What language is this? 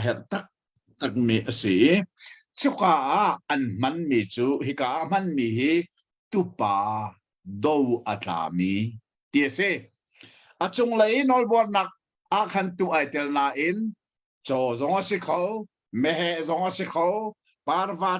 Hakha Chin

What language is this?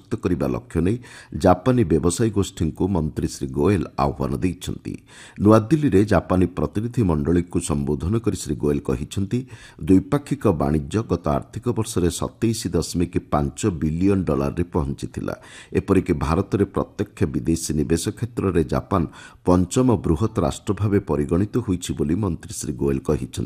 Odia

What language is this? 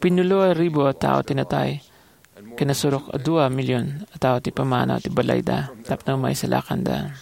Iloko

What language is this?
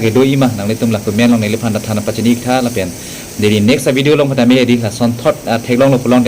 Karbi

